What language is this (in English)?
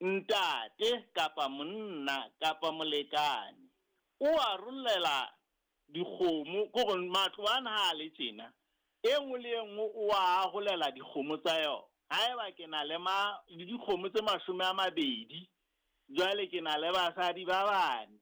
Southern Sotho